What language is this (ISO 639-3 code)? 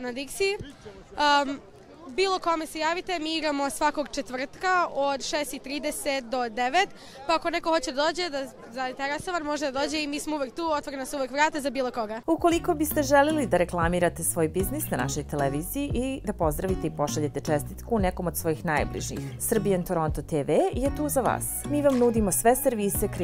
srp